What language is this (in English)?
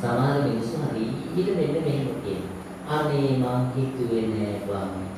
Sinhala